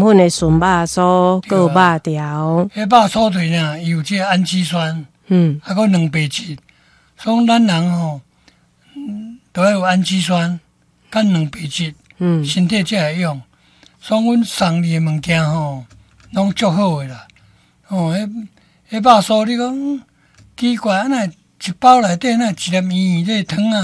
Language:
Min Nan Chinese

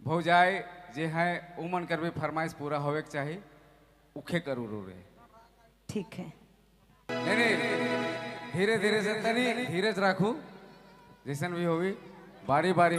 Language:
Sadri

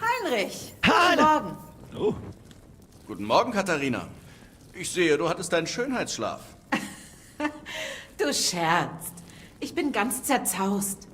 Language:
Bavarian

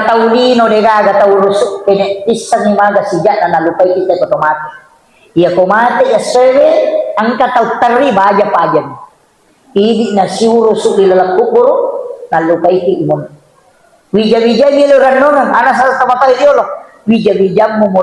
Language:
Buginese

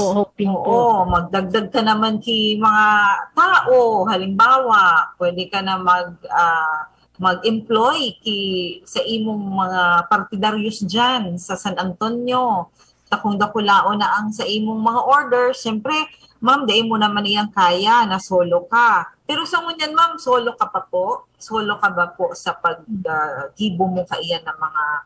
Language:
Bikol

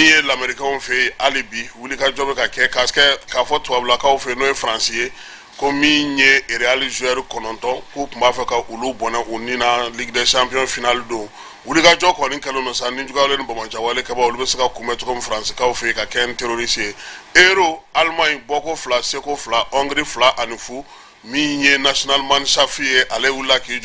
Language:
Bambara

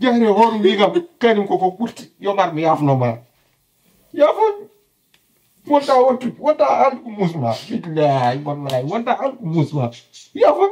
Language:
Fula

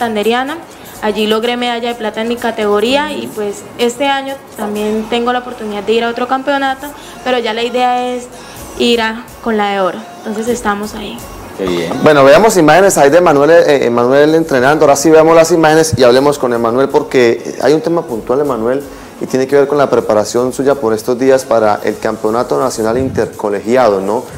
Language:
Spanish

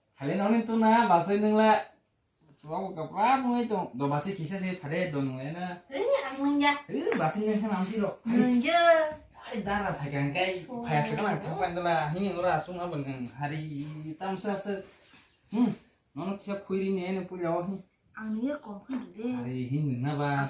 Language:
Kok Borok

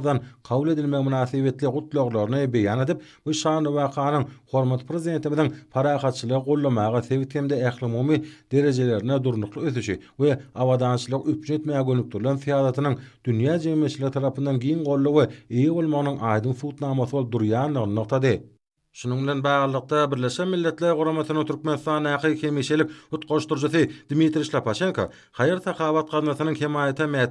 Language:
Turkmen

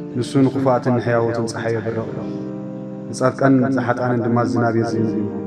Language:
Tigrinya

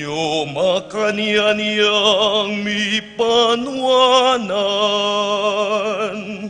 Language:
Pampanga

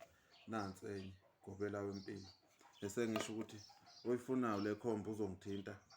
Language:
Zulu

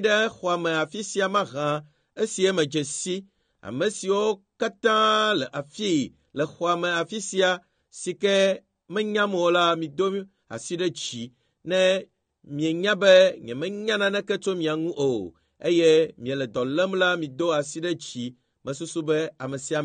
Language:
Ewe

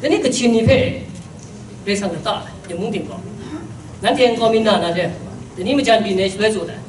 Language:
Kachin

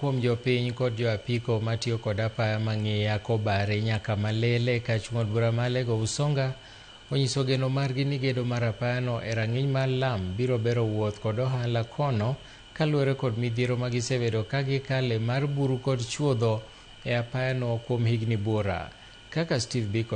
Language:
Luo (Kenya and Tanzania)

